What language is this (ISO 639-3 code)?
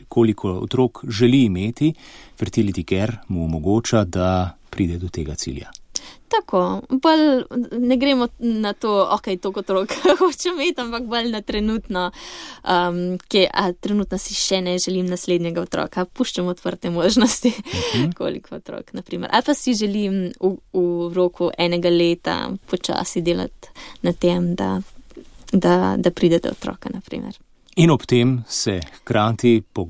slv